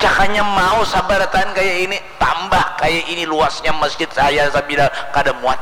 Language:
Banjar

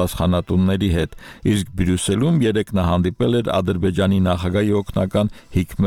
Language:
Armenian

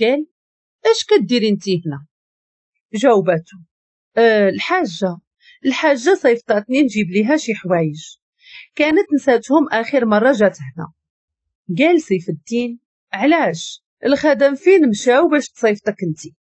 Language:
Moroccan Arabic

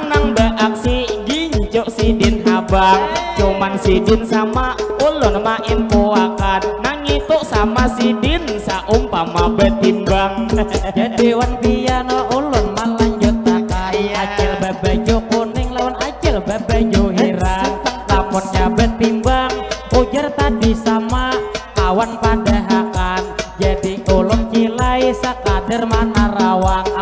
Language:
Banjar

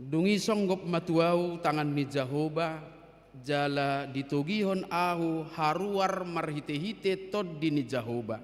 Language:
Batak Toba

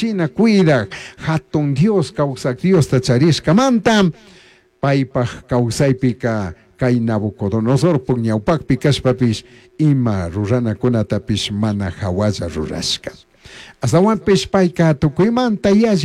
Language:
Chimborazo Highland Quichua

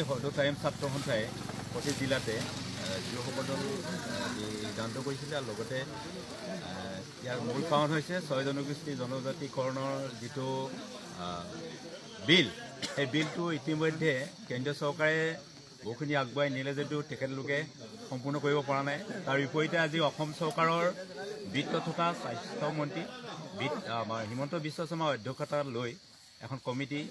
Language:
Assamese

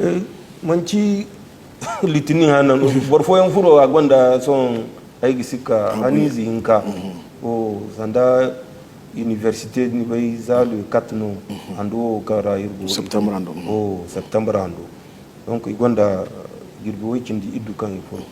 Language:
Zarma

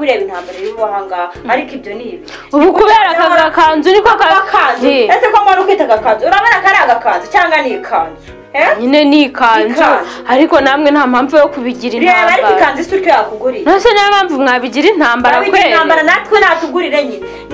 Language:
Kinyarwanda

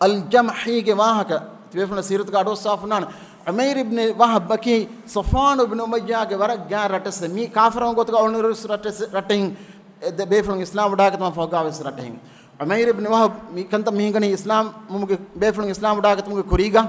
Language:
Divehi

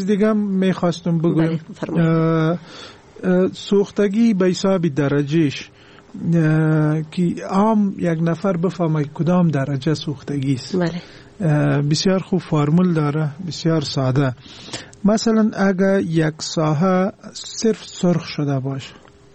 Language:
Persian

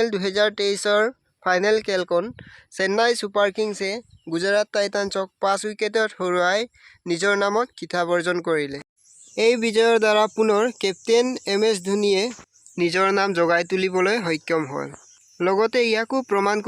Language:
Assamese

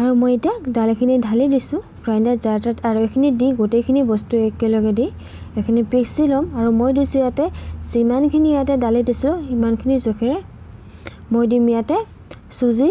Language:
Assamese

